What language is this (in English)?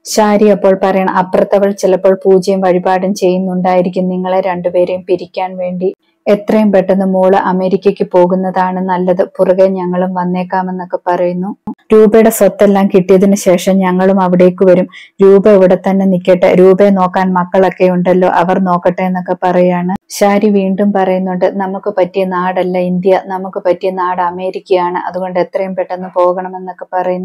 Malayalam